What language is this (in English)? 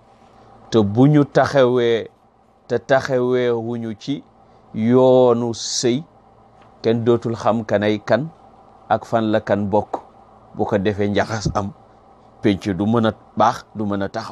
Wolof